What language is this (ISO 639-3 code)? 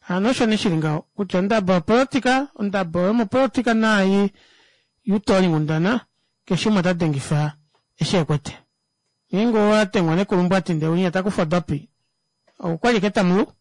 kua